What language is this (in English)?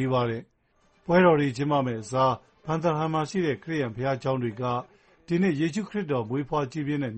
Burmese